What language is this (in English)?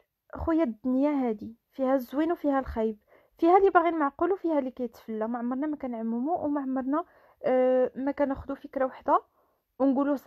Moroccan Arabic